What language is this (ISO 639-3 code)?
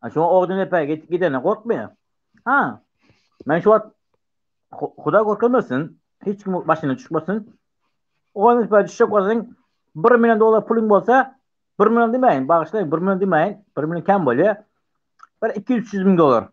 tuk